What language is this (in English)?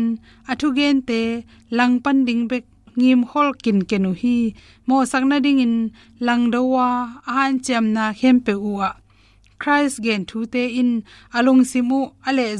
Tedim Chin